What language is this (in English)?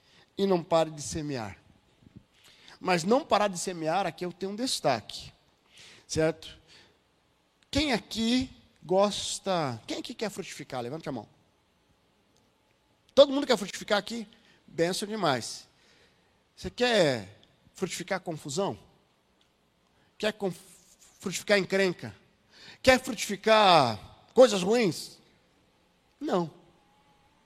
Portuguese